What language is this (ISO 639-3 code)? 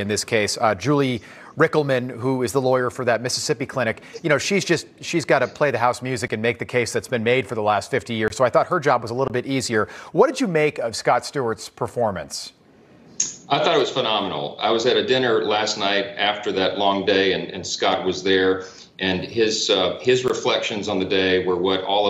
eng